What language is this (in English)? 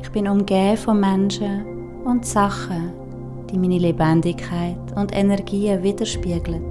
Swiss German